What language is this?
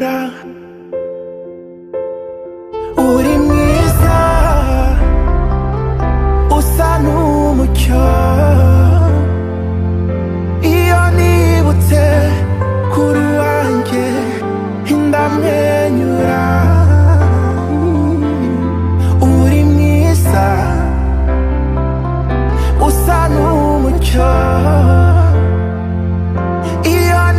Kinyarwanda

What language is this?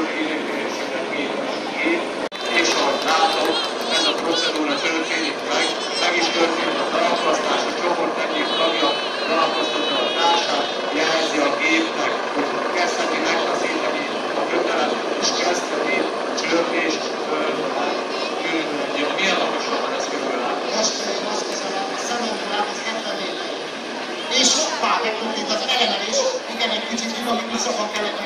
Hungarian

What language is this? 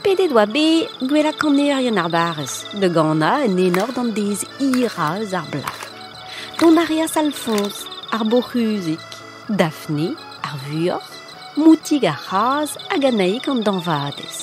Breton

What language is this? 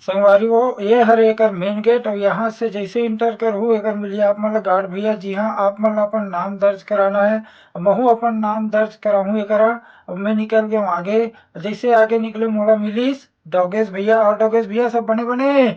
Chhattisgarhi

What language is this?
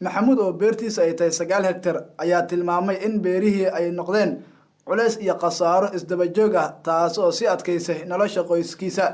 Somali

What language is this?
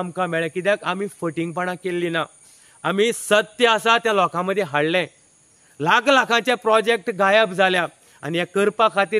Konkani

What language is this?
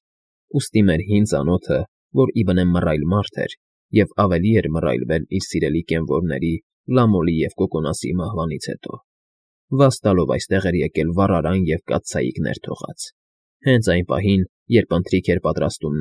Armenian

